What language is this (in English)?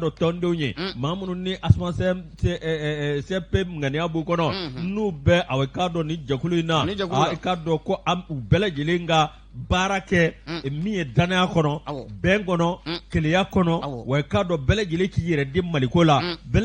Bambara